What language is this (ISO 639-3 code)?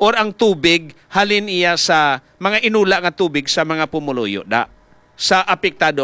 hil